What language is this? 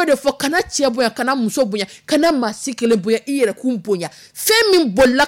Dyula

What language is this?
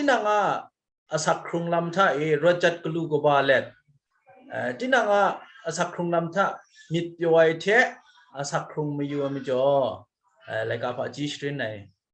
Kachin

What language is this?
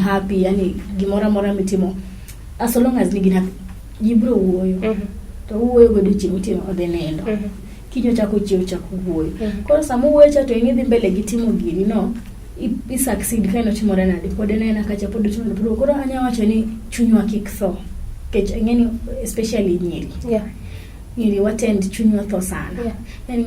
Luo (Kenya and Tanzania)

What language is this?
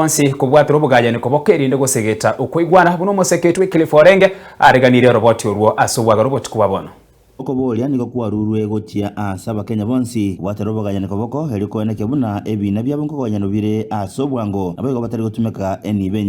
Gusii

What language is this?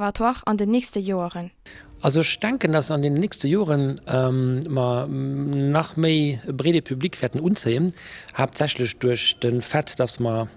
Luxembourgish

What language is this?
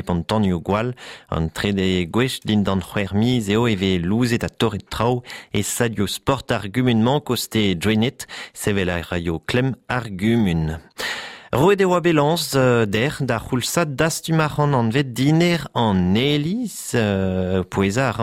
Breton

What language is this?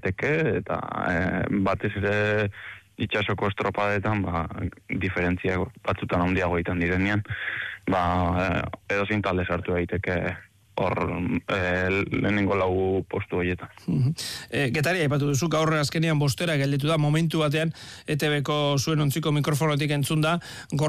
Basque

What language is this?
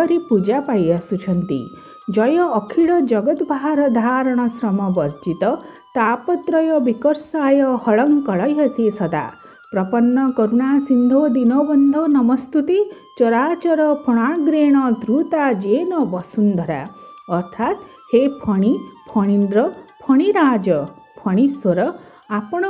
Odia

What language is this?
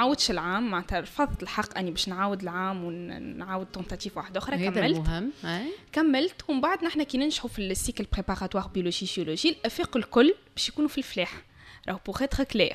Tunisian Arabic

